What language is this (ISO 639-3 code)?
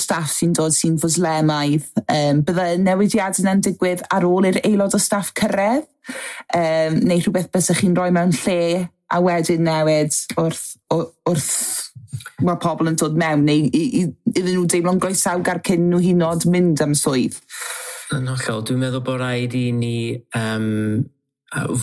cym